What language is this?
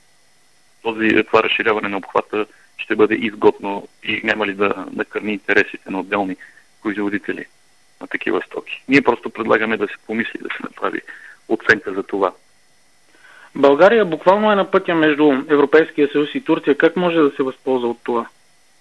Bulgarian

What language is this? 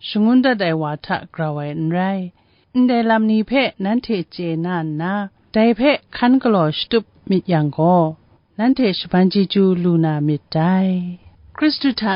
Kachin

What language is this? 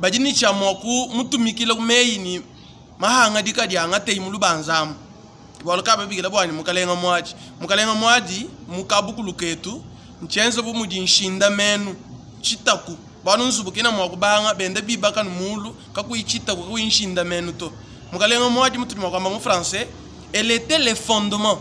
Luba-Lulua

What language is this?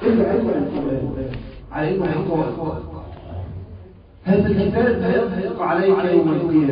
Egyptian Arabic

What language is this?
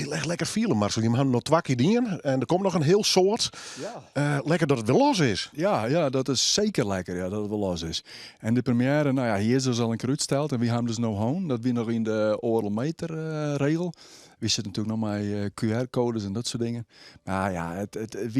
Western Frisian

